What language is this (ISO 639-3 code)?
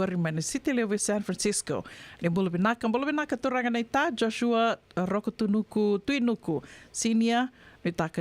fij